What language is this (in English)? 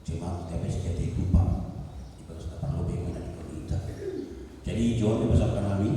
Batak Simalungun